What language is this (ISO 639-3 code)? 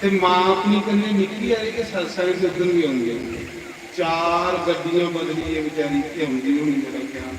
doi